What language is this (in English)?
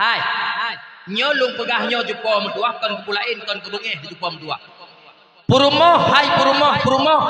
Achinese